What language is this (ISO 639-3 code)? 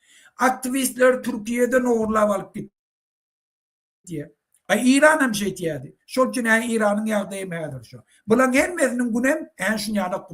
tuk